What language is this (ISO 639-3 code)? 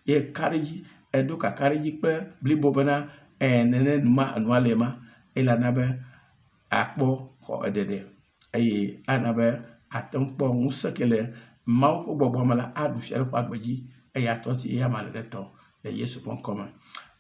ewe